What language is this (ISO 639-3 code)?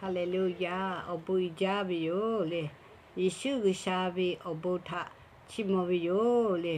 lhu